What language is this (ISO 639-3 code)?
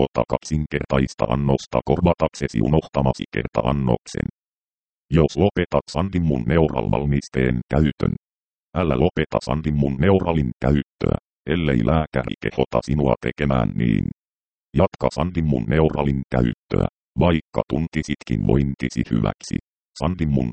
fin